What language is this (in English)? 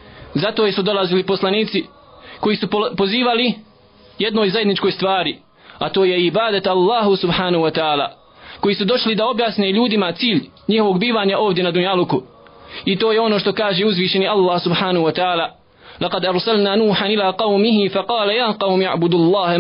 Bosnian